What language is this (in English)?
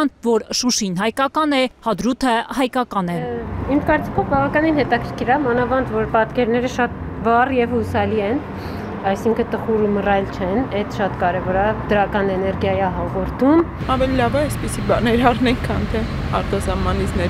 Armenian